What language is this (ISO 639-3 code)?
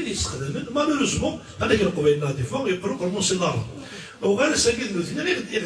kab